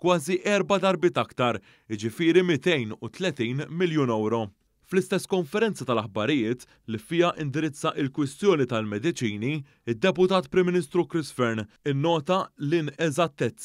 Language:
Maltese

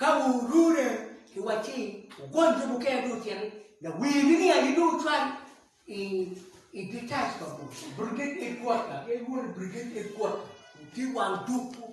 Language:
Acoli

